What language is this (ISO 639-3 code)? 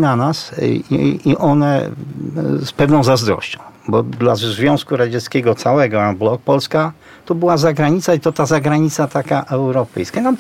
pol